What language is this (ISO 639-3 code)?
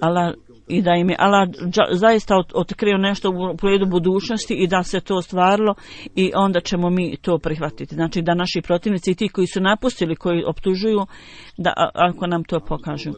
bos